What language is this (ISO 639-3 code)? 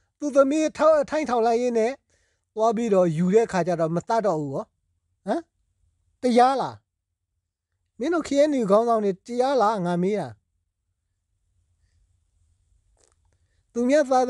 mya